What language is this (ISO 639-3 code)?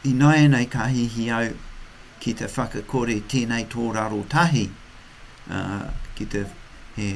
mri